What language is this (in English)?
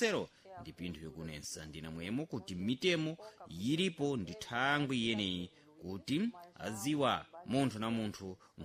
Sena